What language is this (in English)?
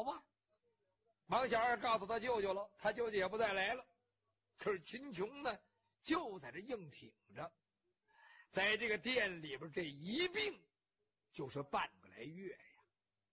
Chinese